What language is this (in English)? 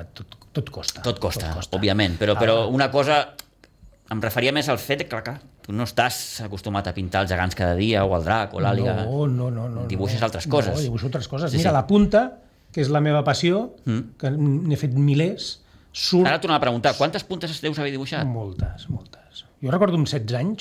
Catalan